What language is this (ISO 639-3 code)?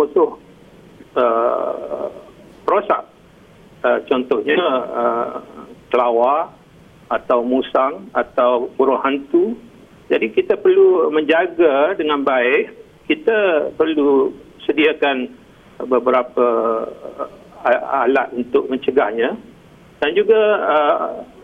msa